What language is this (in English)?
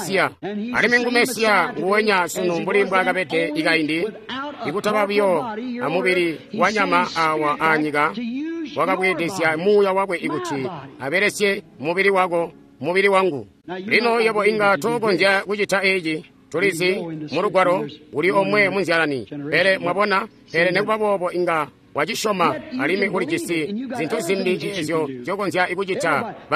Tonga (Zambia)